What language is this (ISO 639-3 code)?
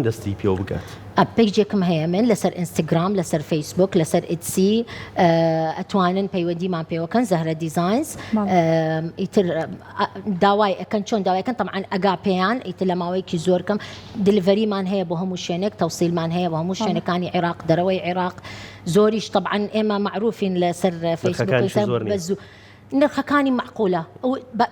ckb